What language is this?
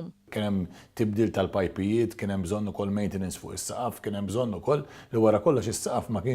Maltese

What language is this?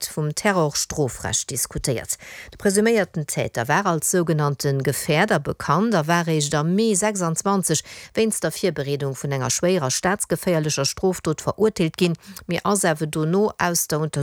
Luxembourgish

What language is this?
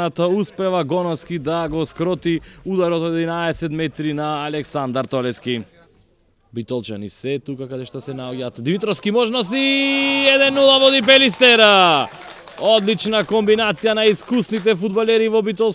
Macedonian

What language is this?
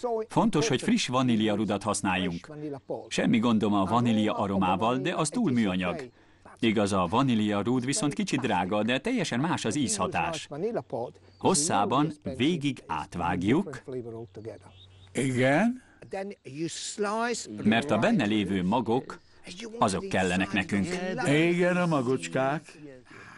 Hungarian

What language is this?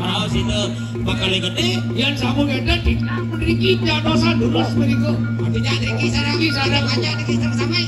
Balinese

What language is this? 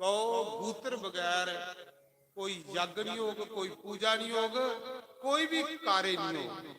Dogri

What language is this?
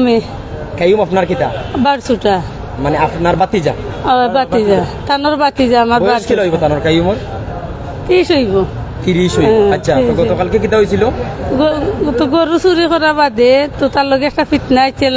Sylheti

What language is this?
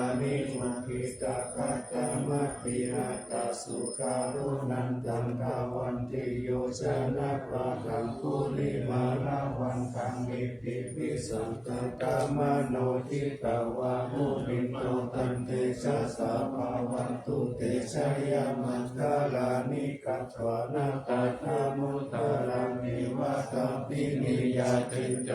Pali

